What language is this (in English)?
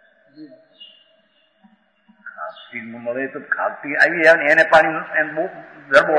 Gujarati